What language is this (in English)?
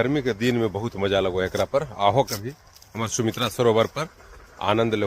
Magahi